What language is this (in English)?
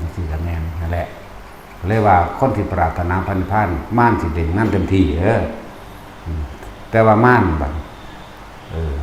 Northeastern Thai